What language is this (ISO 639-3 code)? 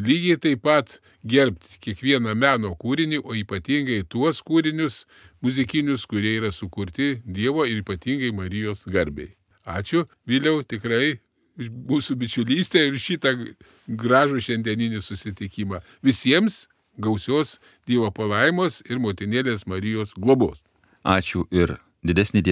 lit